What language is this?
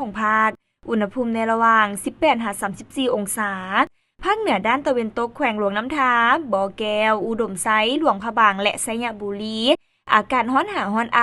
Lao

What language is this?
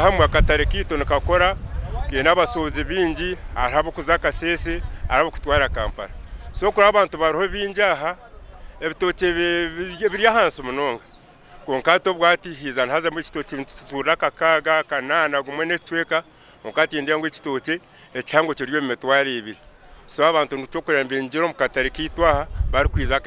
Nyankole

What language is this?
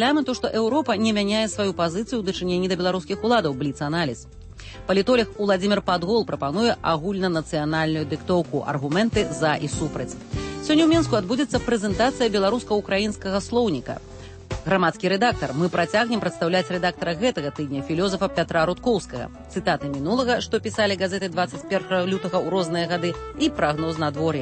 Belarusian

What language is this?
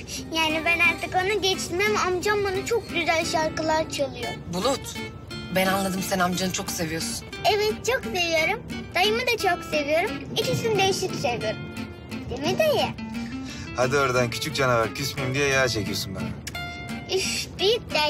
Turkish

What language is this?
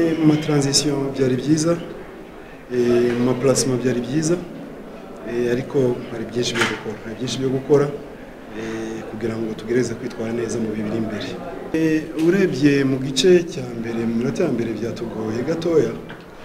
Kinyarwanda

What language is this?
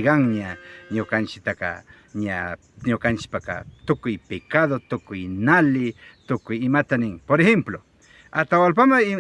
Imbabura Highland Quichua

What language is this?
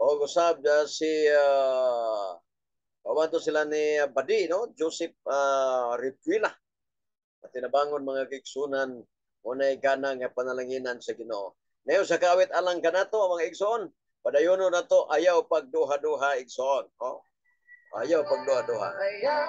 Cebuano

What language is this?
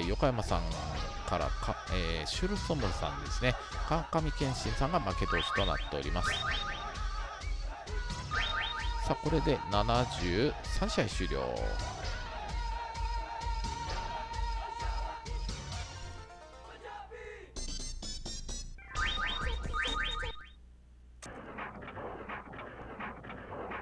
Japanese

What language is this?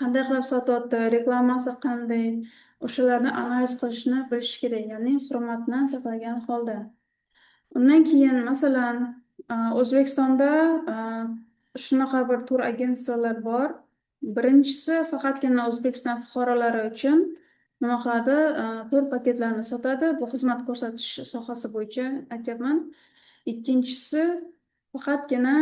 Uzbek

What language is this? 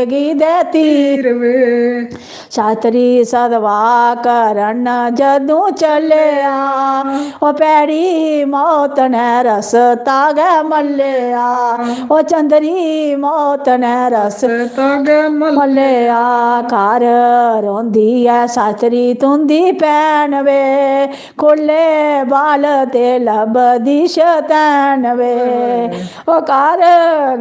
Dogri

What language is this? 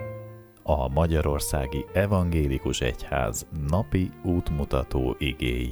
Hungarian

